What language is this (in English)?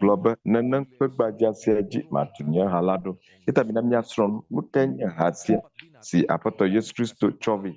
Ewe